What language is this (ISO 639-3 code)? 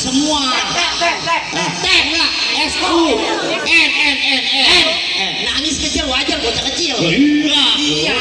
bew